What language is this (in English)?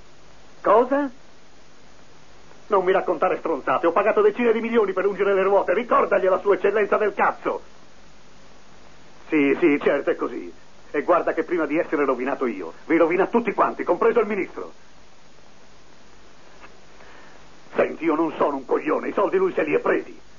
Italian